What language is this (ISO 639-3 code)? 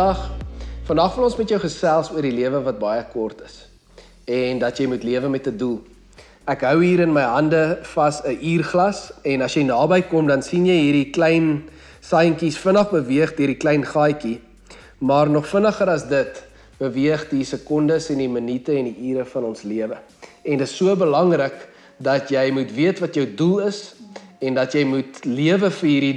afr